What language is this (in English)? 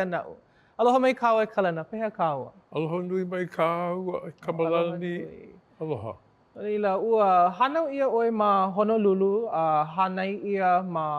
Hawaiian